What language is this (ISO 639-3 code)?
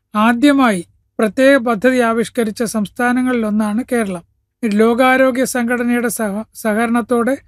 mal